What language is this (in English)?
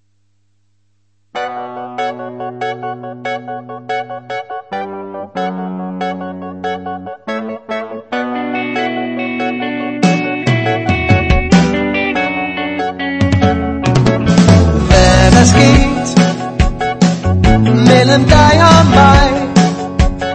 Danish